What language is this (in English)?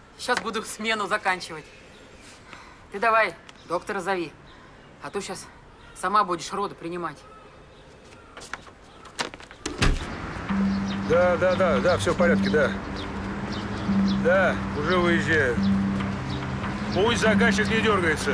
Russian